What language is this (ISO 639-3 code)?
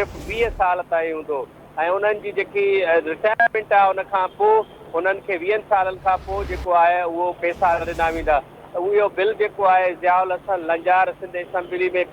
snd